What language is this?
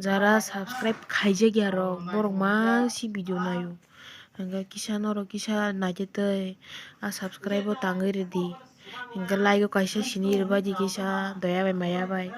Kok Borok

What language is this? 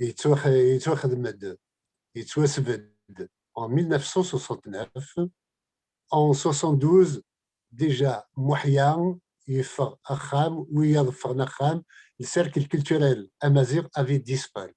Kabyle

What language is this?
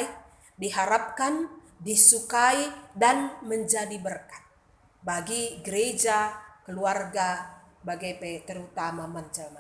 Batak Karo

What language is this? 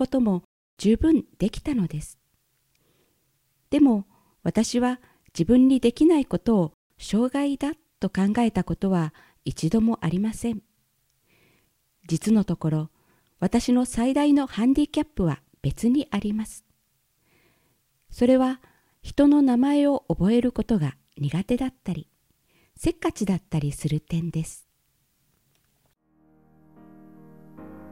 Japanese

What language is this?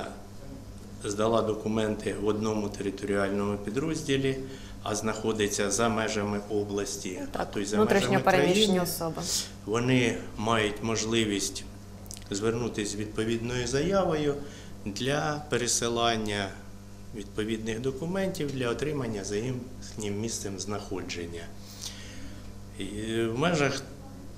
Ukrainian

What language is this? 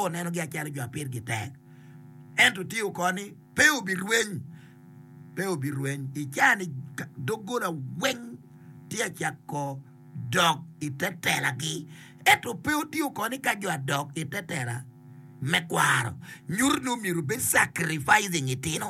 Acoli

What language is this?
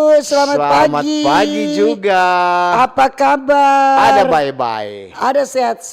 Manado Malay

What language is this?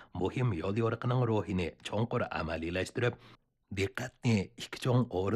Uyghur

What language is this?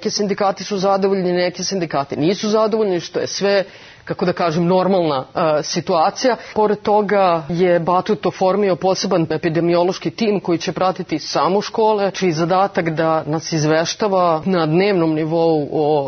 Serbian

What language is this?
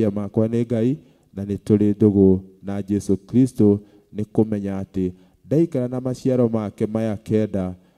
Kikuyu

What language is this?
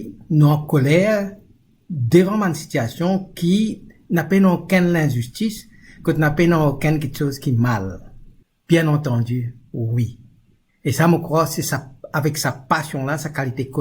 Morisyen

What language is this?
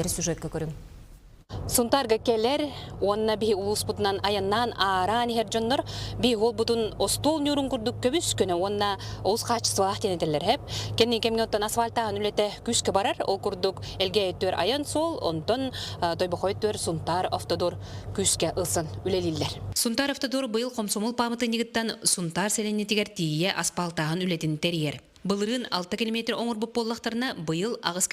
Yakut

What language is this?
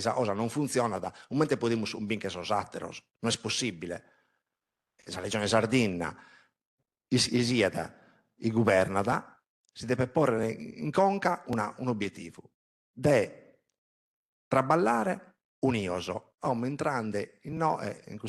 Sardinian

